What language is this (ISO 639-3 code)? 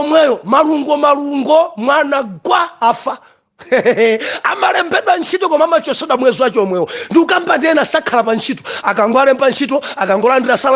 nya